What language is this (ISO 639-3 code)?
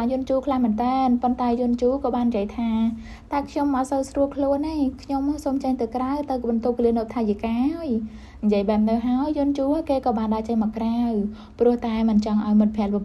khm